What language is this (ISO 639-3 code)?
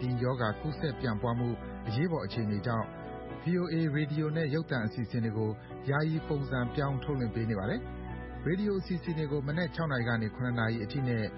mya